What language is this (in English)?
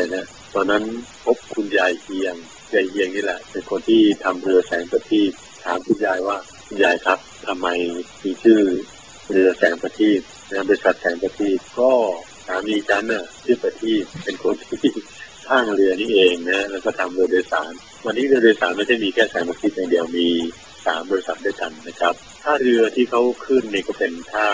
Thai